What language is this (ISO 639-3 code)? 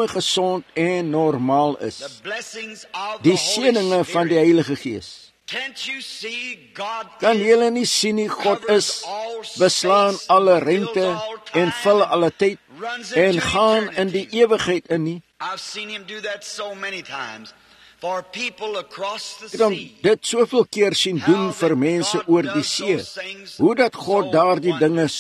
afr